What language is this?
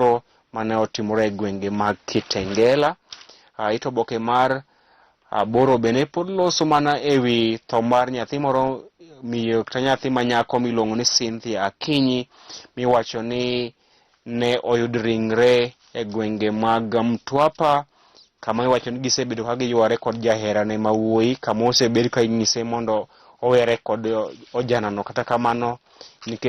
Luo (Kenya and Tanzania)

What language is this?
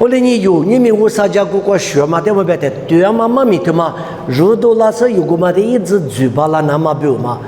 Lisu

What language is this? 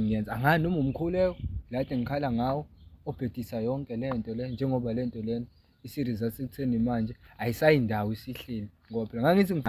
Zulu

